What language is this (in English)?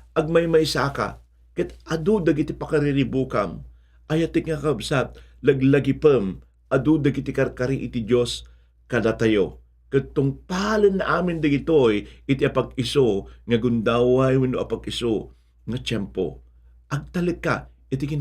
Iloko